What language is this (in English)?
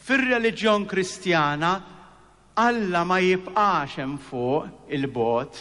Maltese